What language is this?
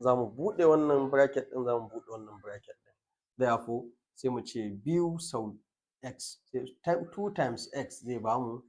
Hausa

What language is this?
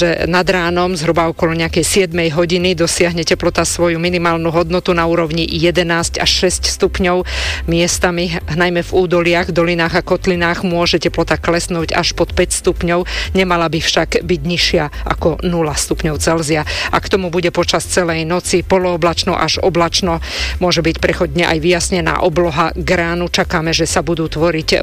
Slovak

